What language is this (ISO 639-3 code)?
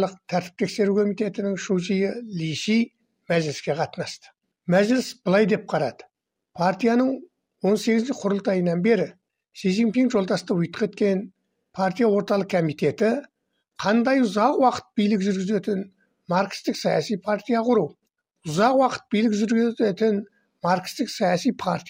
kaz